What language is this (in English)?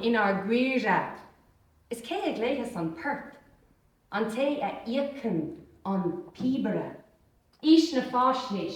Irish